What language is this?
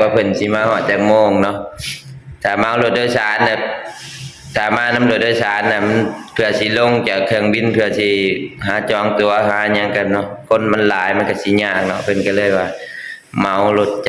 Lao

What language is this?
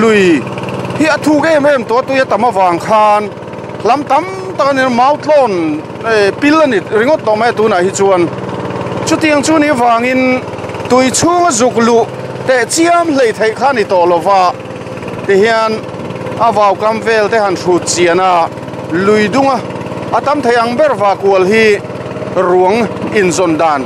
Mizo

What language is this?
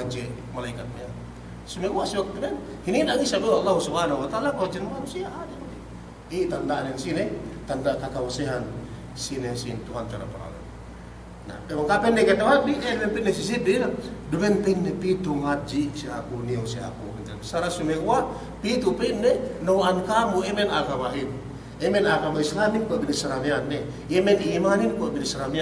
Yakan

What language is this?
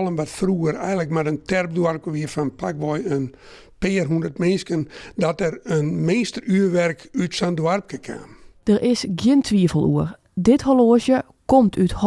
Western Frisian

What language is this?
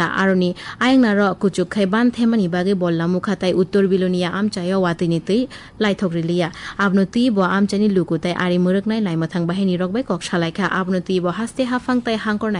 Kok Borok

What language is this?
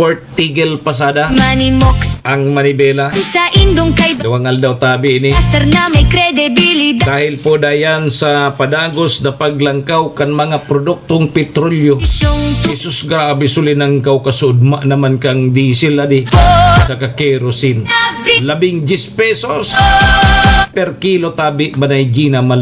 Bikol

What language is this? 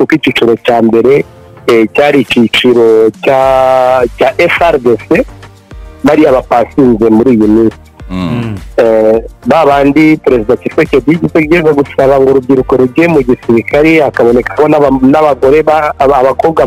Kinyarwanda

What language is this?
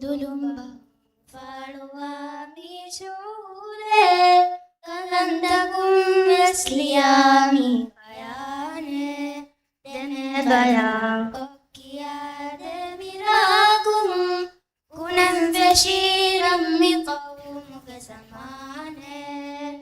Divehi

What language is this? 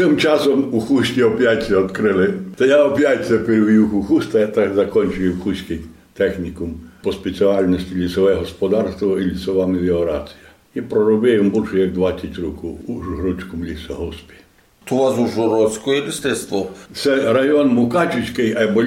Rusyn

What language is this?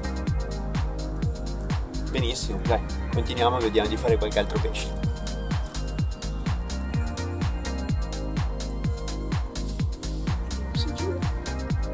Italian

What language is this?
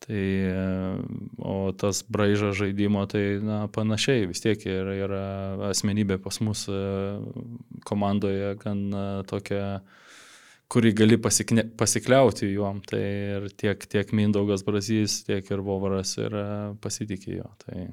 Lithuanian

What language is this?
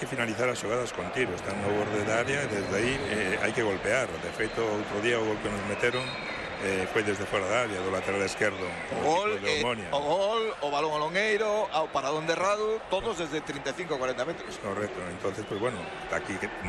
Galician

